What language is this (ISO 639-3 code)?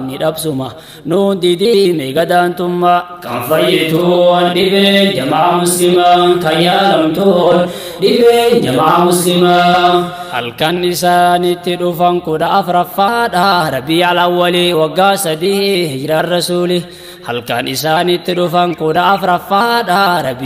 orm